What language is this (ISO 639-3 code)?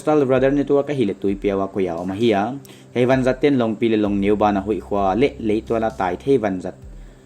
pck